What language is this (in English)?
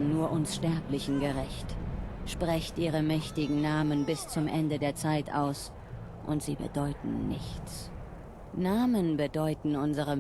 Bavarian